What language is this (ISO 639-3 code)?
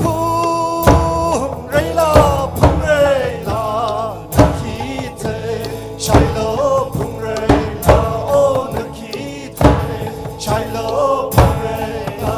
nmf